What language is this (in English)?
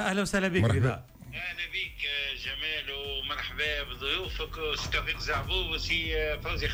Tunisian Arabic